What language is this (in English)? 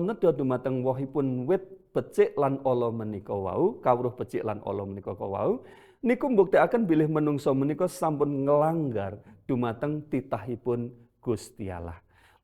Javanese